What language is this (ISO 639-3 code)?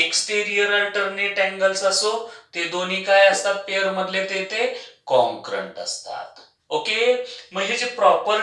mar